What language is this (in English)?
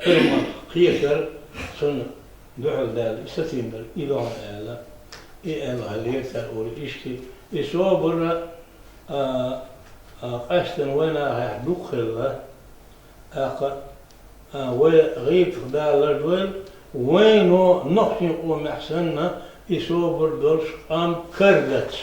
Chechen